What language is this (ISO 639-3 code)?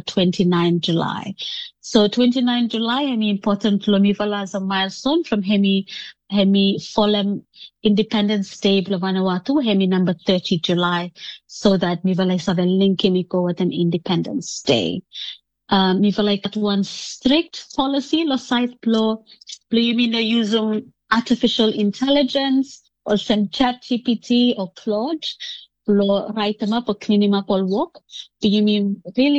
bis